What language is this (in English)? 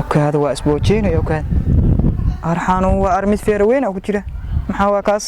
Somali